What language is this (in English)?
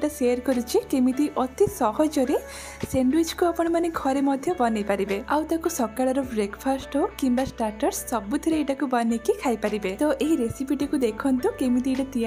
Odia